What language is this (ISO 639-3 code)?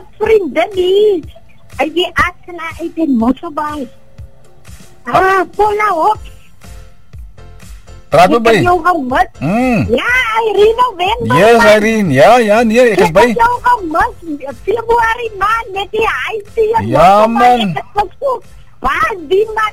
afr